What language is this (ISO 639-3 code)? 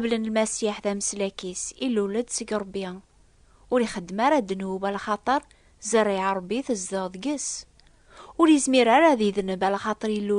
kab